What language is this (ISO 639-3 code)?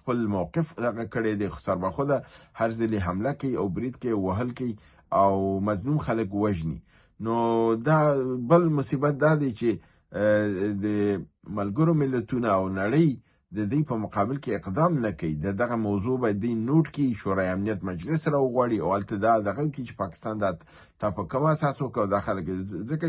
pus